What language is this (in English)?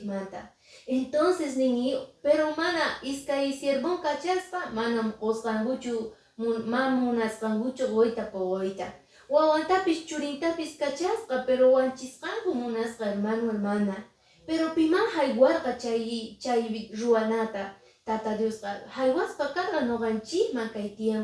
Quechua